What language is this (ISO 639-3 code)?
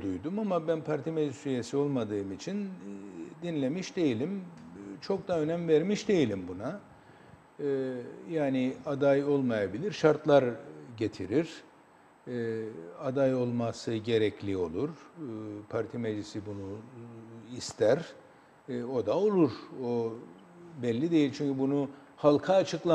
tur